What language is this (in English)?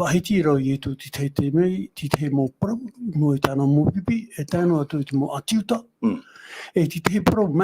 Tahitian